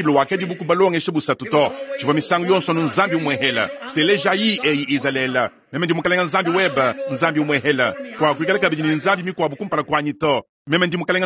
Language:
Luba-Lulua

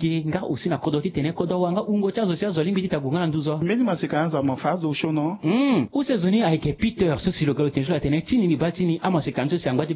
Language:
Sango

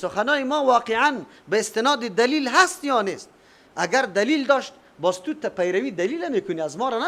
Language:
Persian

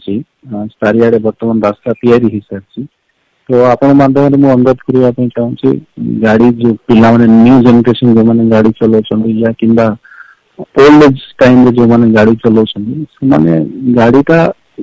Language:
Odia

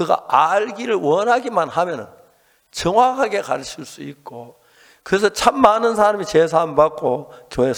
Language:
Korean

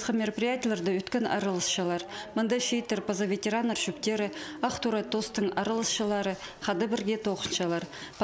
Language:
Khakas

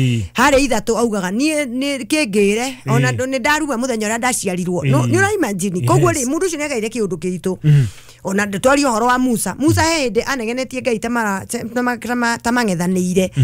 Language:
Kikuyu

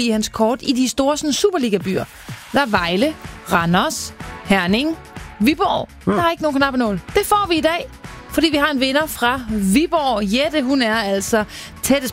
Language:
Danish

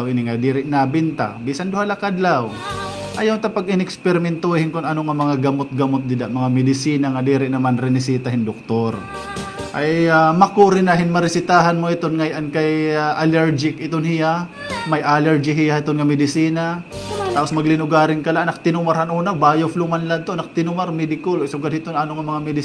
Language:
Waray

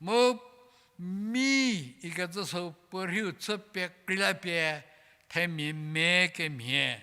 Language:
Angami Naga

